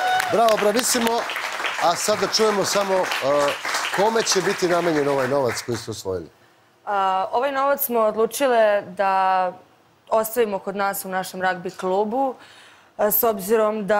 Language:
Serbian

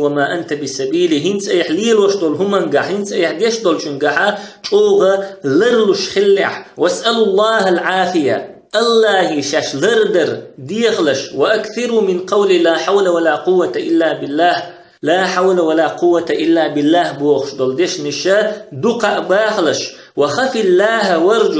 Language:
Chechen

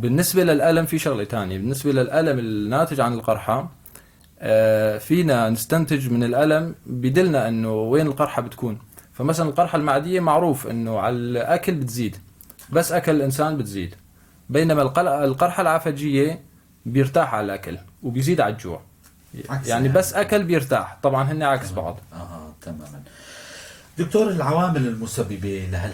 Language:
North Levantine Arabic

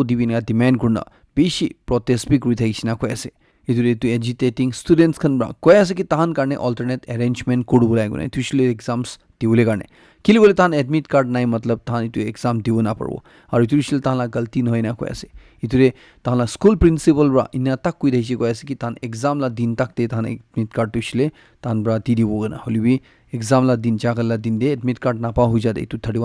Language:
Naga Pidgin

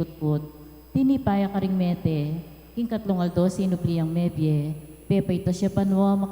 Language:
Pampanga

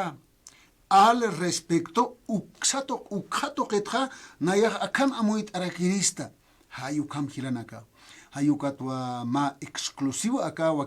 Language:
Aymara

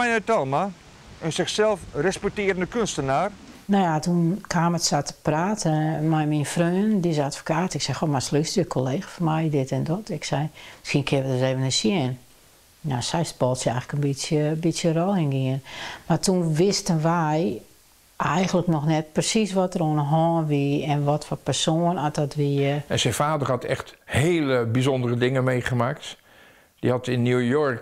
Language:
Western Frisian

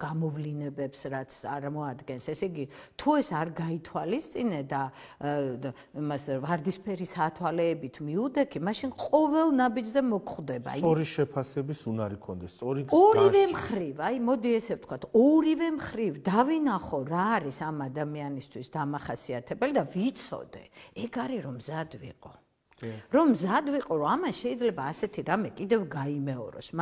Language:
Georgian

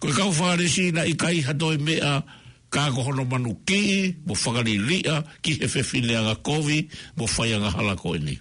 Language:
Tongan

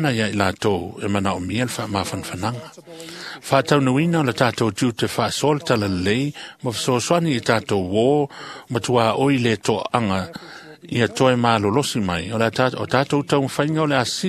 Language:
Samoan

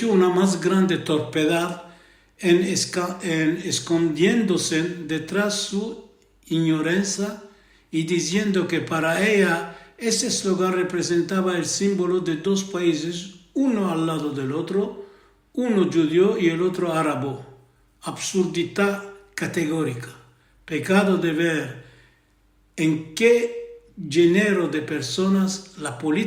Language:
Ladino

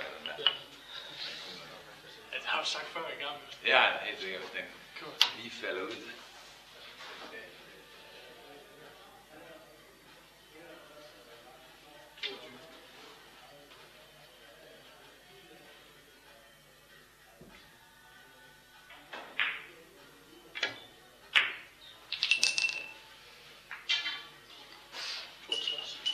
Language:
Danish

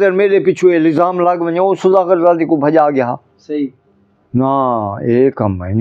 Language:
Saraiki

